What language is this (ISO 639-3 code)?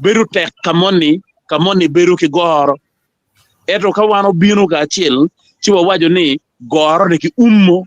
ach